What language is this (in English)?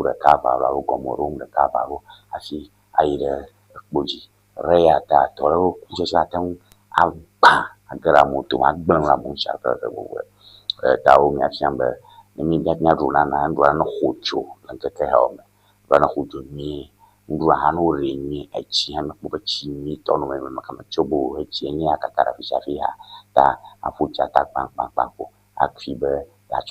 Ewe